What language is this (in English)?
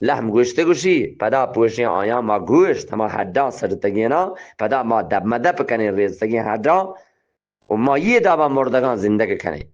Eastern Balochi